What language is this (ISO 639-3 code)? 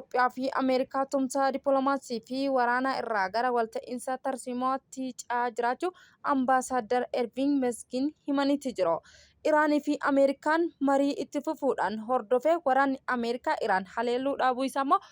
orm